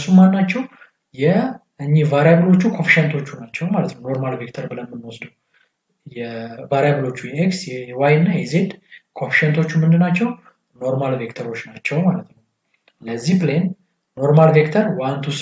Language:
Amharic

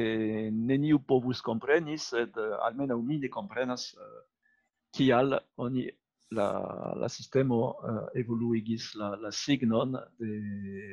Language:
Esperanto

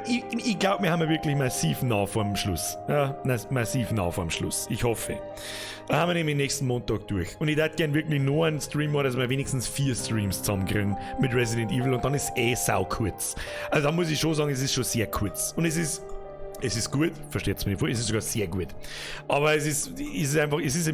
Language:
Bavarian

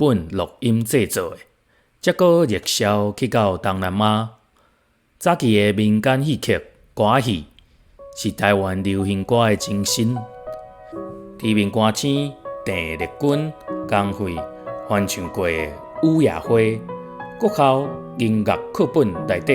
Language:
Min Nan Chinese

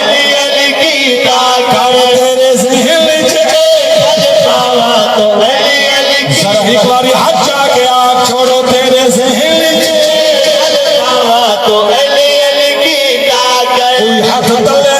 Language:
Saraiki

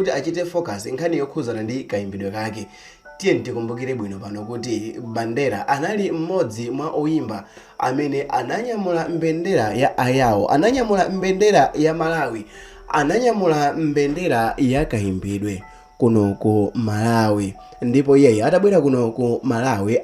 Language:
Nyanja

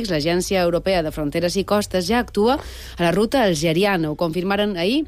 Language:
Catalan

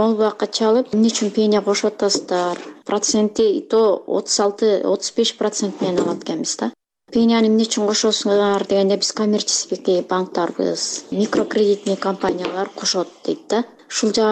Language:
Kyrgyz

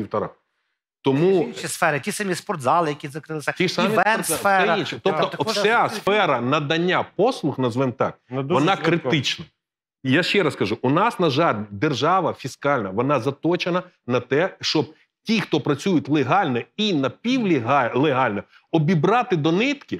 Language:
Ukrainian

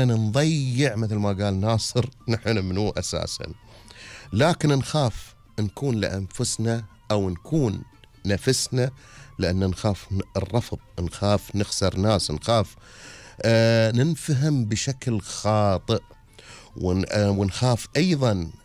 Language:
Gulf Arabic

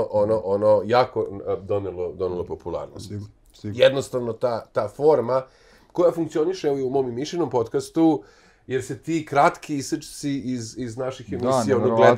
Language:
Serbian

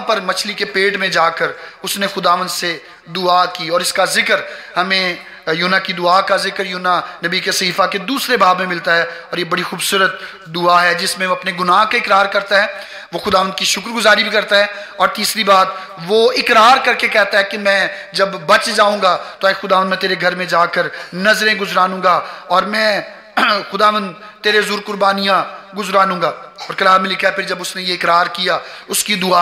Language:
Urdu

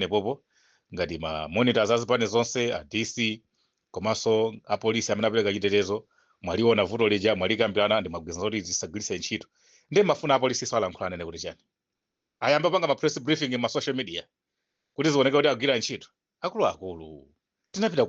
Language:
Nyanja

